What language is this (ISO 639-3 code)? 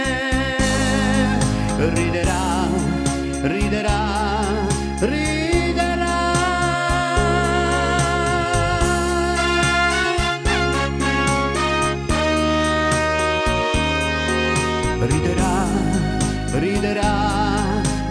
ita